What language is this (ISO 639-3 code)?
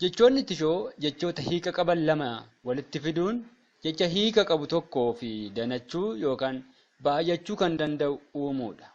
orm